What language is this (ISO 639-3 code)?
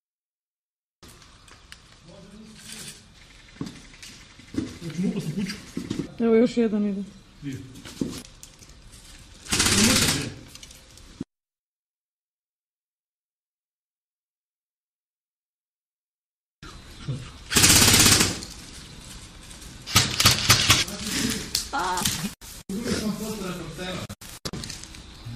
hrv